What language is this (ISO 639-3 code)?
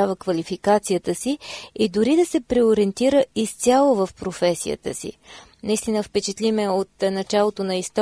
bul